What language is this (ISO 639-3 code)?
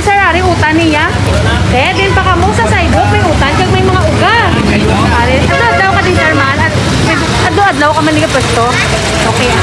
hil